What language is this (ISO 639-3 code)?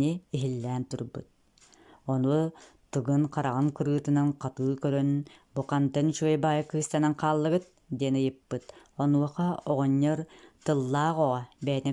sah